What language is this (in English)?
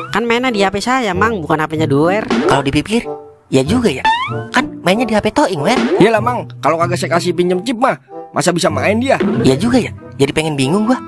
Betawi